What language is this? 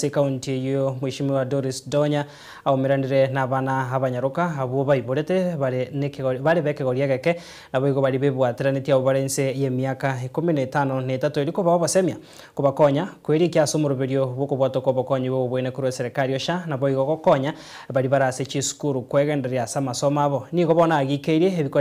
Gusii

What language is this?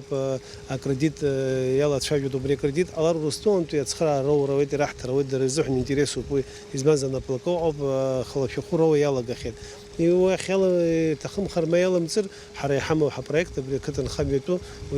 Abkhazian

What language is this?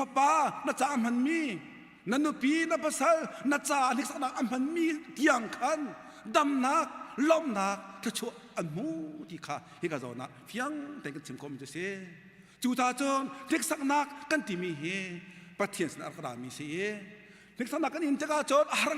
Hakha Chin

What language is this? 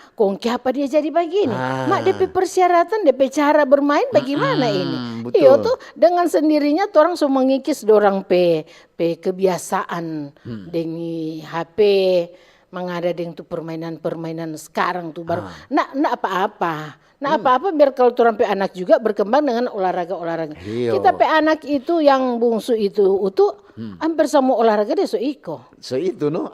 Manado Malay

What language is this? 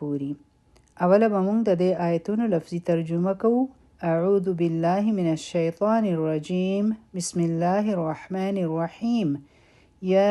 Pashto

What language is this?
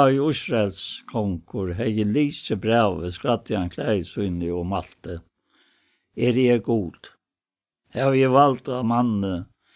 Faroese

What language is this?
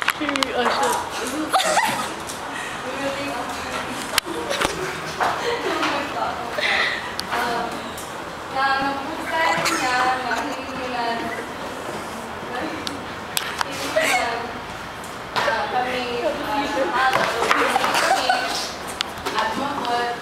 Filipino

